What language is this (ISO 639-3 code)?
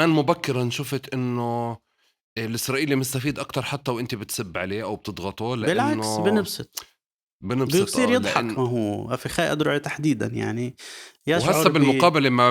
apc